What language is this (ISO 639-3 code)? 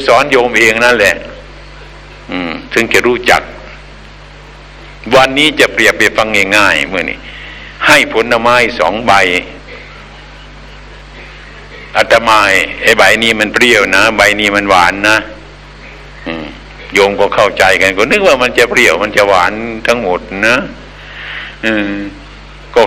tha